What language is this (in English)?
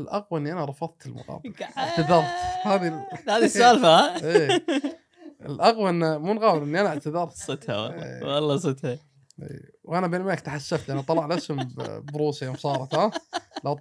Gulf Arabic